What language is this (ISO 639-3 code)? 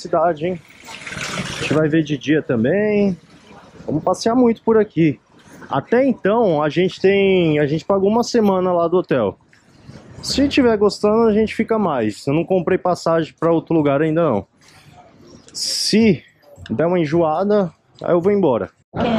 por